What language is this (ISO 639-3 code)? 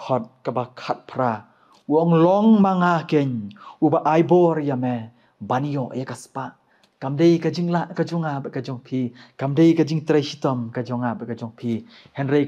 kha